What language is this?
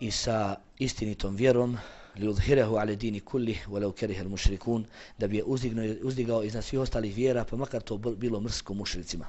Bosnian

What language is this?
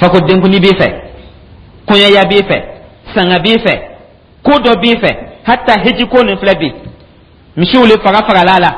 Dyula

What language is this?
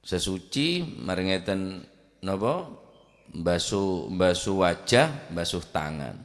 Madurese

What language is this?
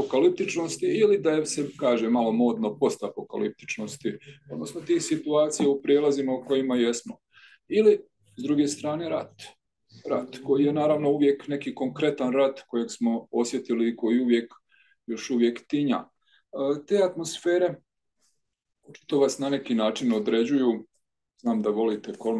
Croatian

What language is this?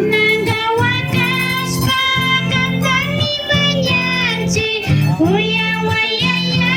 Imbabura Highland Quichua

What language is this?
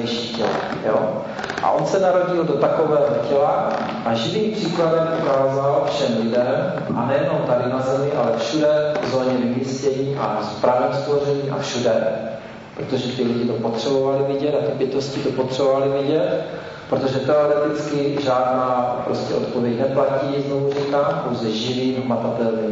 Czech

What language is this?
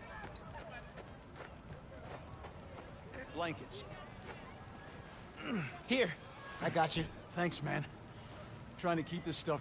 English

